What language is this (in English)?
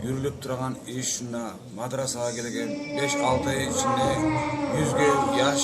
Kumyk